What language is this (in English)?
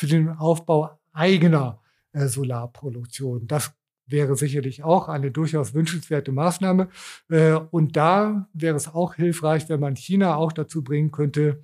German